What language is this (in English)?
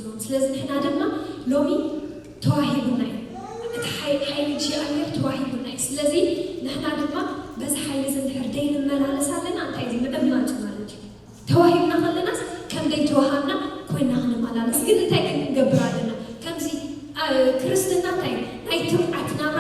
Tigrinya